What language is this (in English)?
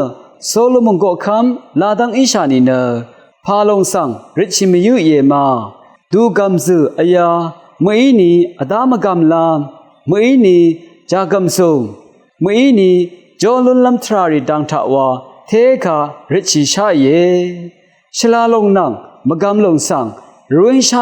Rawang